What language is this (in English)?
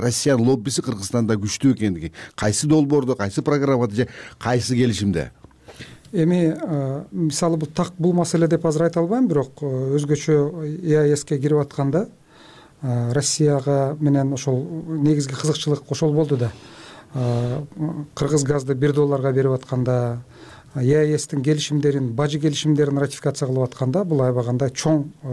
Kyrgyz